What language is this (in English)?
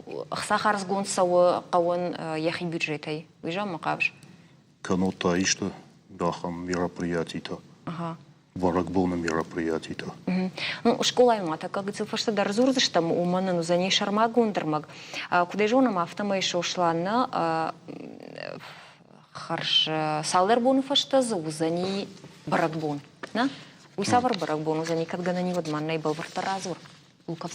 Ossetic